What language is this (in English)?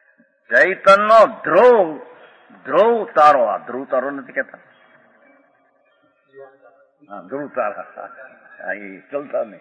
Gujarati